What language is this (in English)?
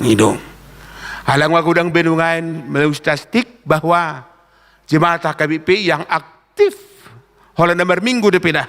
Batak Toba